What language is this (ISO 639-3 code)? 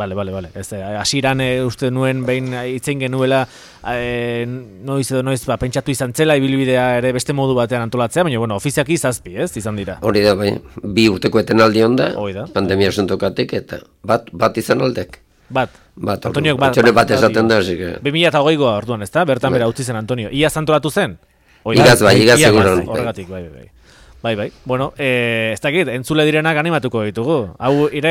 eus